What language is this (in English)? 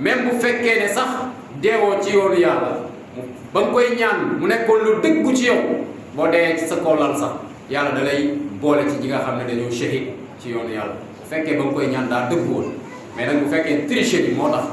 Wolof